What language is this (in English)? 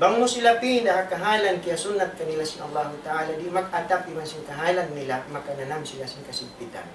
Tausug